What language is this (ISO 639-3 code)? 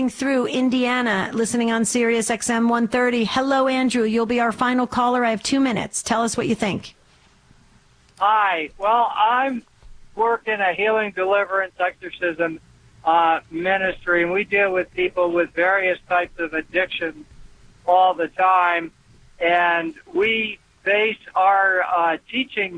eng